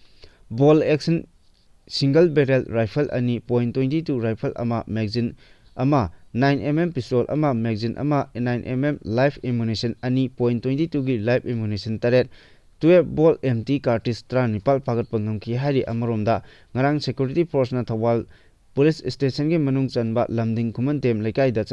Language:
Manipuri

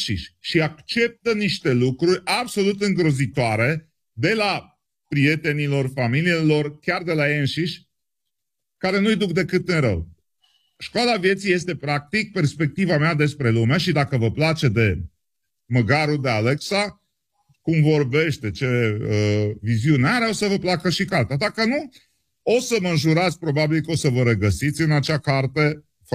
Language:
Romanian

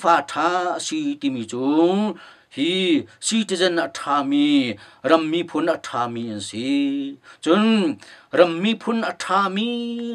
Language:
Hakha Chin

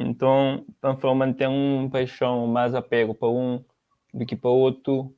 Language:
Kabuverdianu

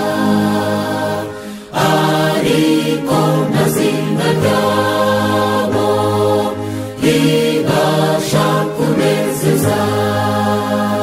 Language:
Kinyarwanda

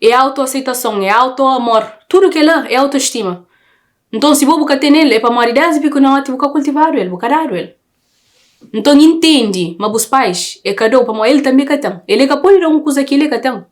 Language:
Kabuverdianu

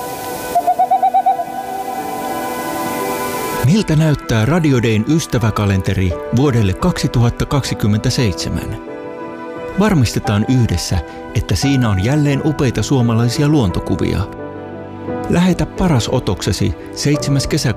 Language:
Finnish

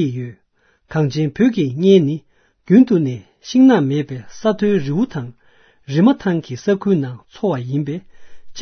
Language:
Tibetan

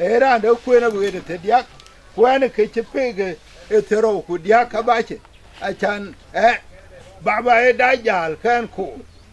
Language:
Dinka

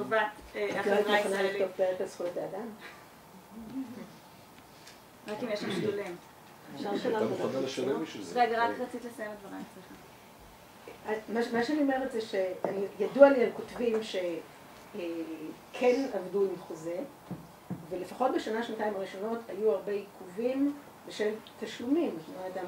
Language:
Hebrew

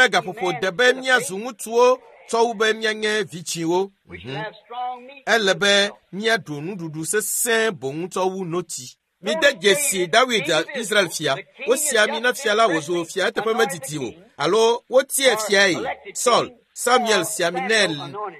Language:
Ewe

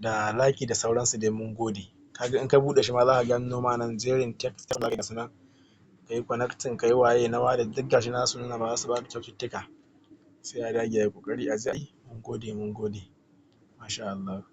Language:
Hausa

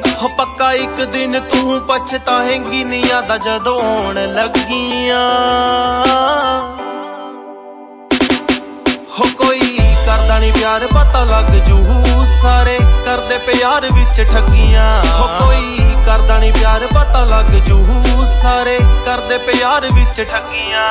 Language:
Punjabi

